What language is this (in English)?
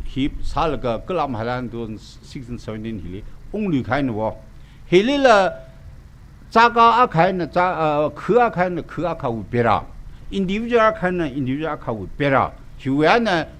Tangkhul Naga (India)